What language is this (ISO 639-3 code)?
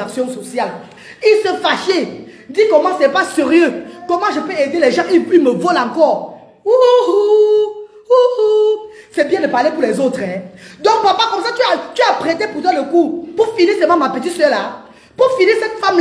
fra